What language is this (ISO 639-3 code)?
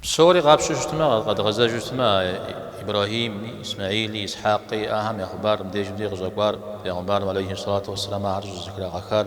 kbd